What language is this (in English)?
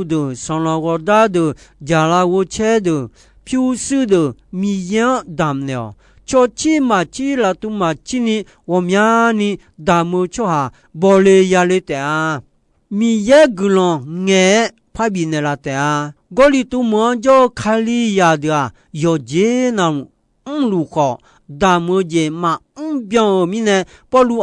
Akha